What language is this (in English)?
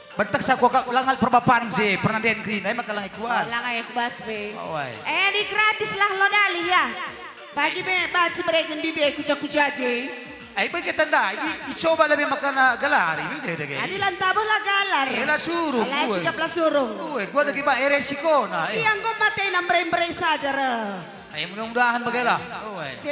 Batak Karo